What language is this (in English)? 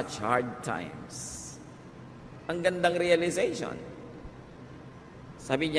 Filipino